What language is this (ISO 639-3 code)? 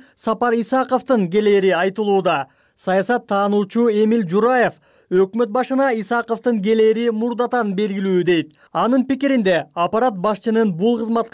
kir